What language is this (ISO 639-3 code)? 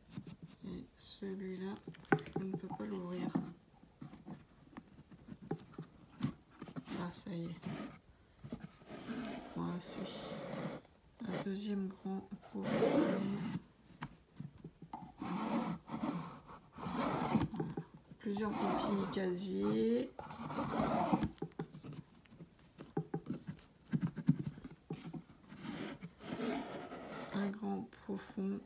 fra